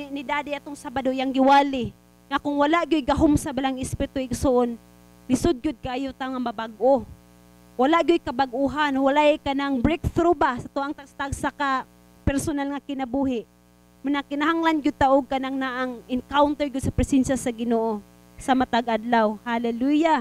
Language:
Cebuano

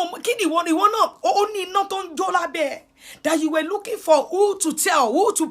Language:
Yoruba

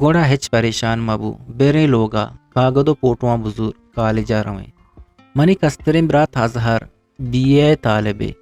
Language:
Eastern Balochi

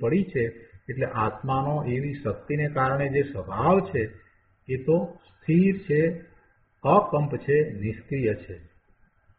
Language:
Gujarati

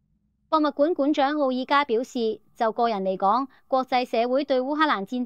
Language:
Cantonese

